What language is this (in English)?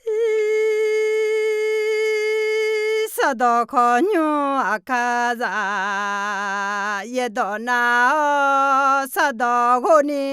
Akha